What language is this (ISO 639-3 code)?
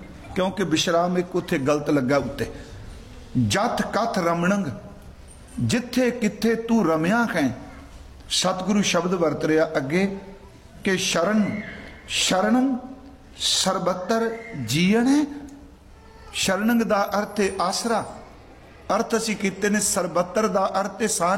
pan